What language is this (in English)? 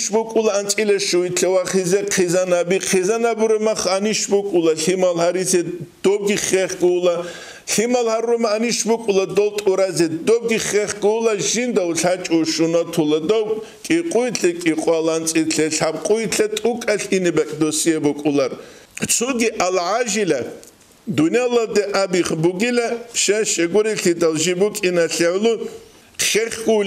Avaric